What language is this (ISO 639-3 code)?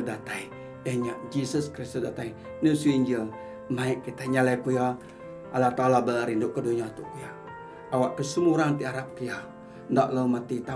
iba